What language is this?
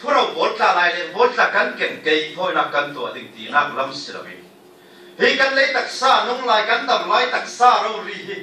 Falam Chin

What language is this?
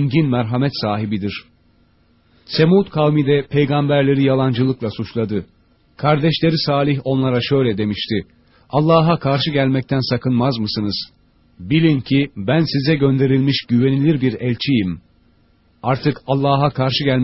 Turkish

